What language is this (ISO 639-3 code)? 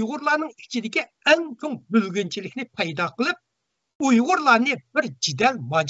uig